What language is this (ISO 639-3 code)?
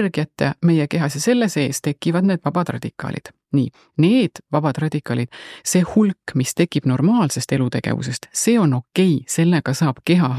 est